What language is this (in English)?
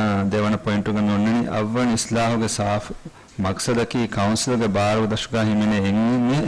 Divehi